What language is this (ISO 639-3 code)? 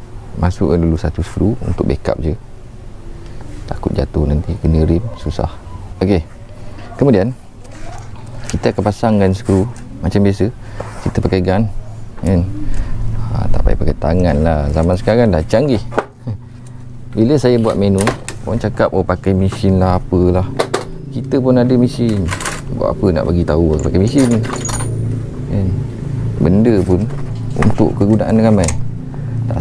msa